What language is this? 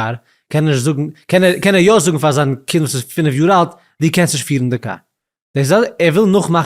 Yiddish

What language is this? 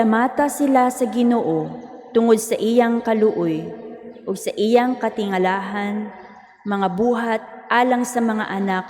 Cebuano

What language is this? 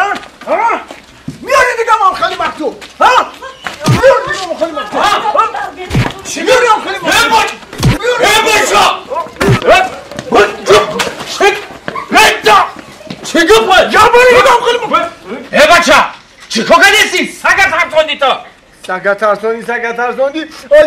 Tajik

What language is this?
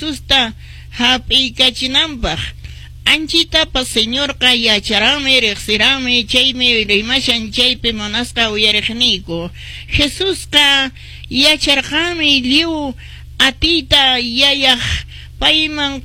Quechua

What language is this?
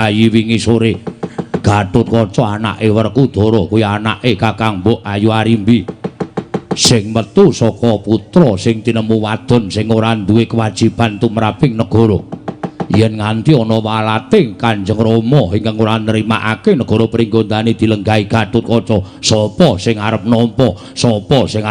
Javanese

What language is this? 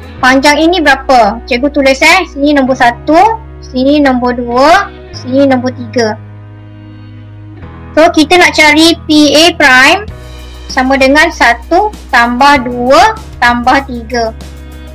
Malay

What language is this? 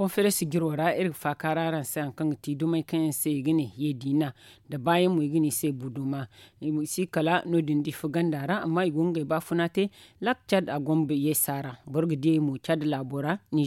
Zarma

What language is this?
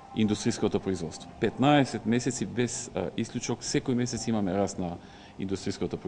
Macedonian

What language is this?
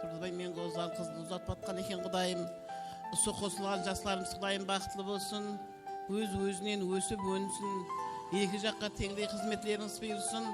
Kara-Kalpak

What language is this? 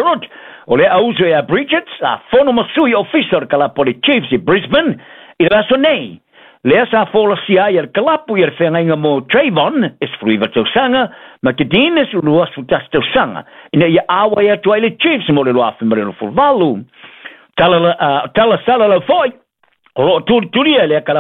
Samoan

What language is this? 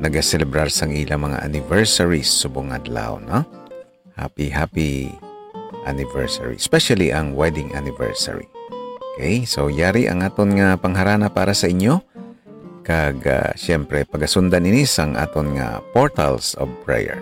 Hiligaynon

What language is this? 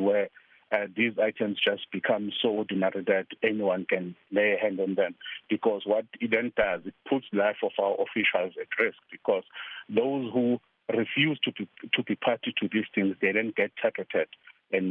English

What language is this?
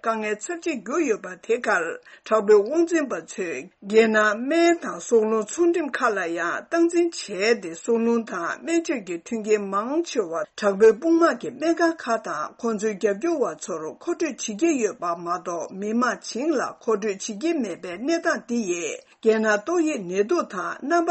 Tibetan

